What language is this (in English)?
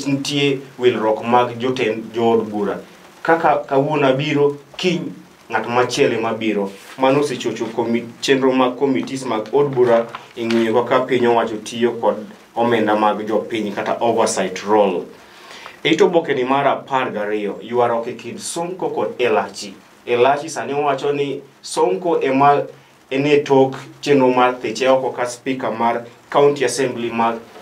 Luo (Kenya and Tanzania)